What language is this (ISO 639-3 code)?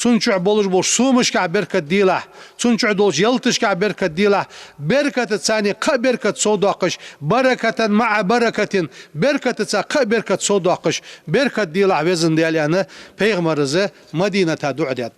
inh